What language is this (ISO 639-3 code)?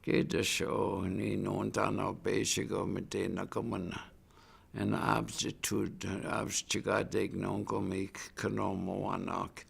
ciw